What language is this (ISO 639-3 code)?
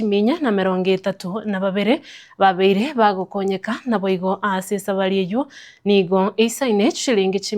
guz